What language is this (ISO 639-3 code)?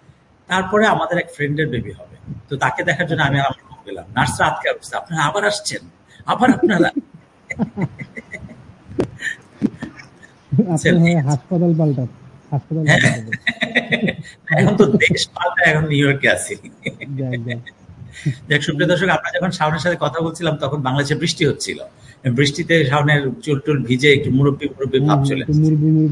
ben